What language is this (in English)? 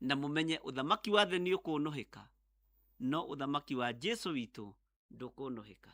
Kikuyu